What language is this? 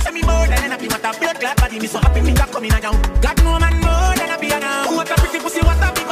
Jamaican Creole English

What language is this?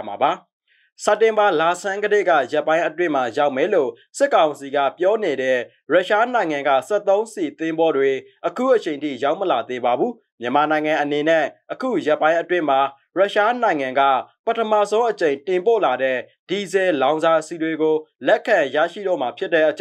Burmese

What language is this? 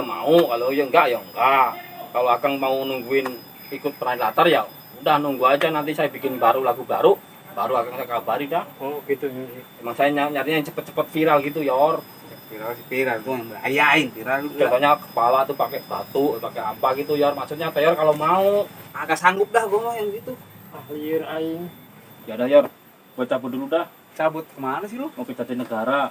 Betawi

